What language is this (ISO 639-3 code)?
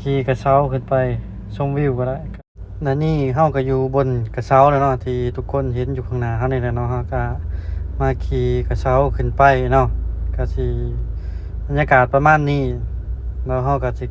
lao